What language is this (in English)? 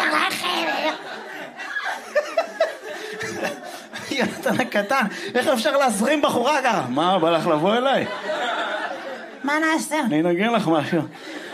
Hebrew